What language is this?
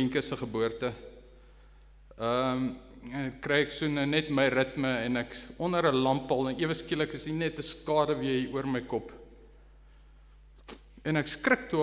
Afrikaans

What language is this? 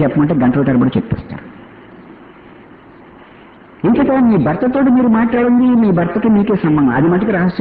Telugu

